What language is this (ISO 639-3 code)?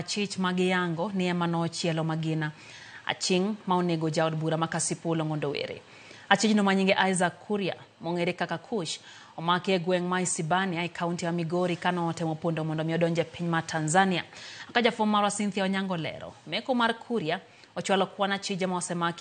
luo